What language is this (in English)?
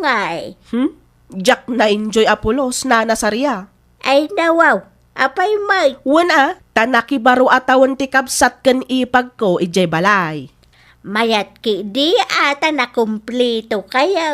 Iloko